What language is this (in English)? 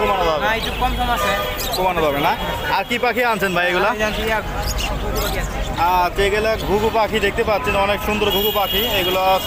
Bangla